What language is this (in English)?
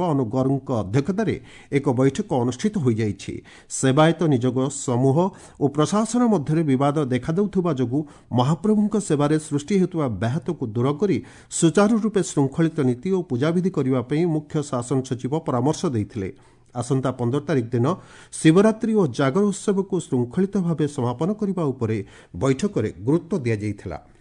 Odia